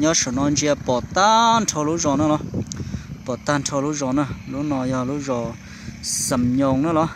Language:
Hmong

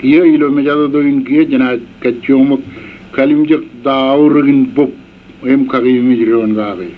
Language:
Marshallese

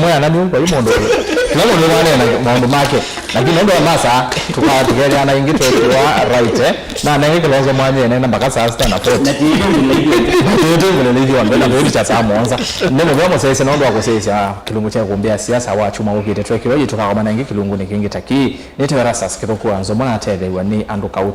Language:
Kamba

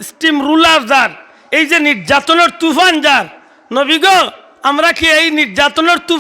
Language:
Sylheti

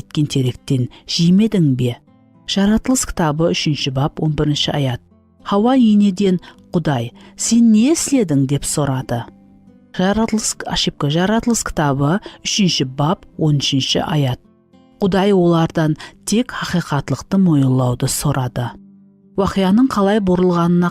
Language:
Kara-Kalpak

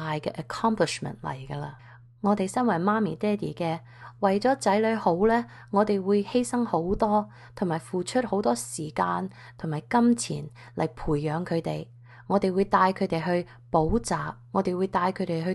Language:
Cantonese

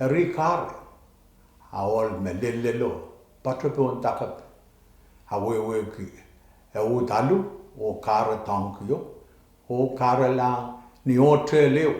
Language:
Pohnpeian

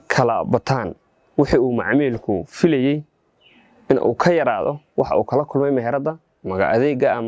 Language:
Somali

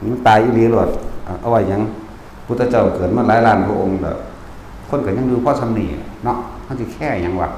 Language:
Northeastern Thai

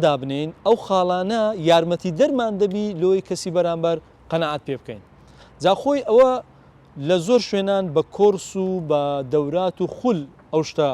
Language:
Central Kurdish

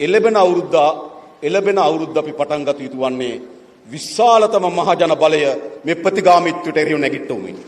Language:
Sinhala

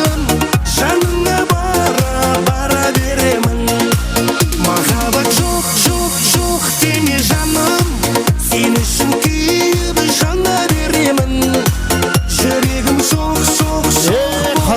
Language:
Kara-Kalpak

